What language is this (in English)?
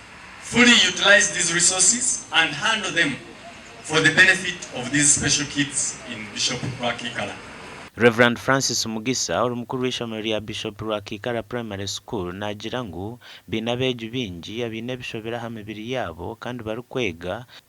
Nyankole